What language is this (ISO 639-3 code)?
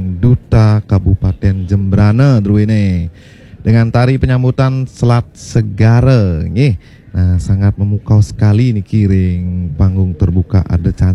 ban